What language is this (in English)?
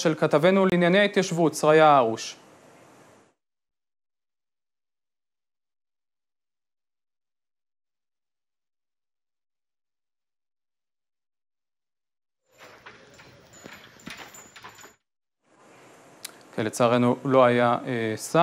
Hebrew